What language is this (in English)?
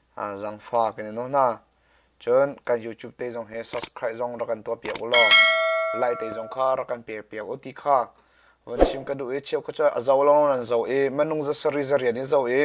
Hakha Chin